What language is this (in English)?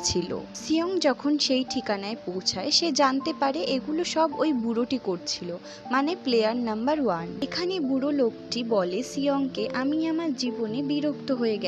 Bangla